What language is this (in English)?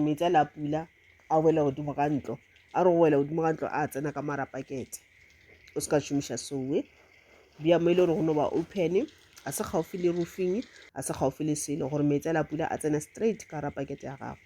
Northern Sotho